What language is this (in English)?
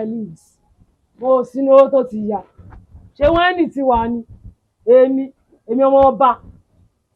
Yoruba